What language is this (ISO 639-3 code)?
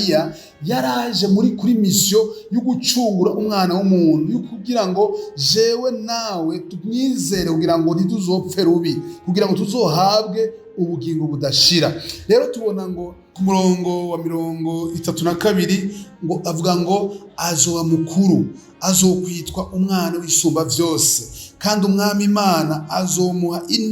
run